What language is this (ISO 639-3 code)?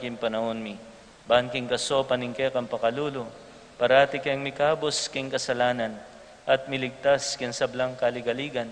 pam